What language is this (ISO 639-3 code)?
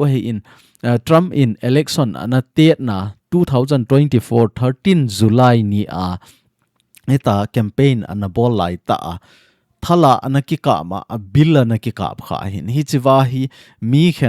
tcz